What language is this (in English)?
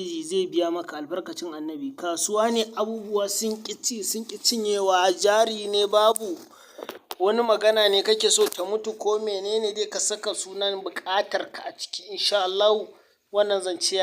Hausa